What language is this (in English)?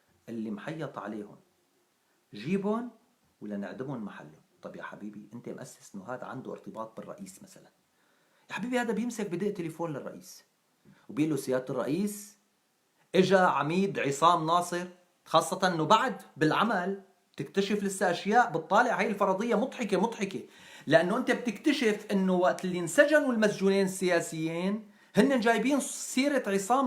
North Levantine Arabic